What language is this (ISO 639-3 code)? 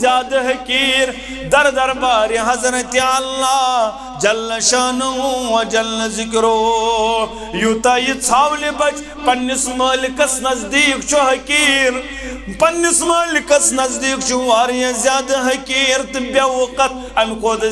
kas